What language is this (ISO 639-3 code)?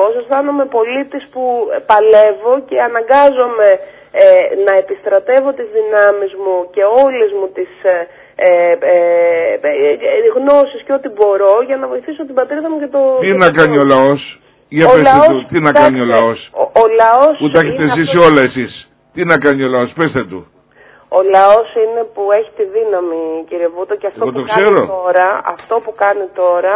ell